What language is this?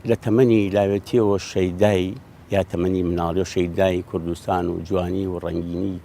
Central Kurdish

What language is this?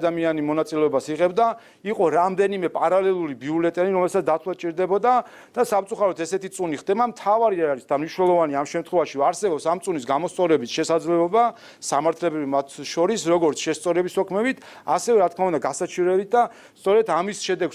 Georgian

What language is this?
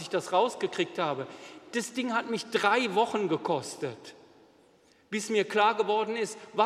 German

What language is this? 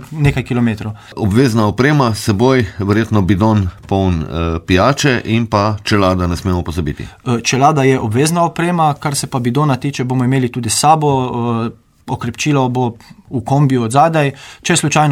Slovenian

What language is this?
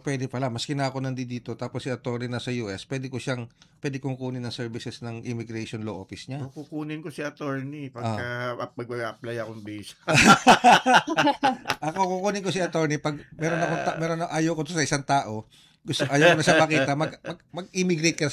Filipino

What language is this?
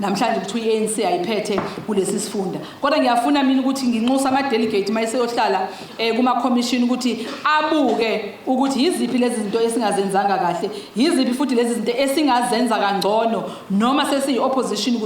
Zulu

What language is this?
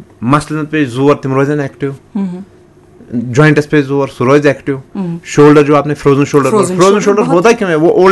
Urdu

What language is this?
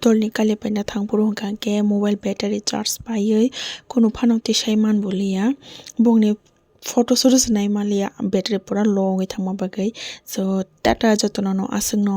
Kok Borok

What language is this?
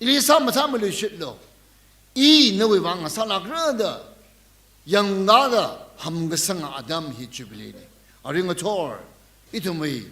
Tangkhul Naga (India)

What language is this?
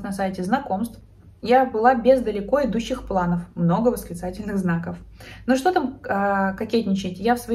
Russian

